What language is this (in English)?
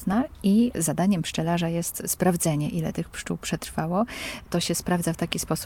Polish